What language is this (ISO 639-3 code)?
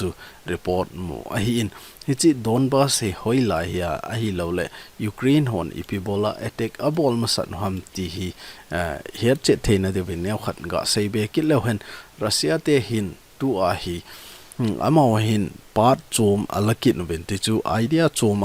tcz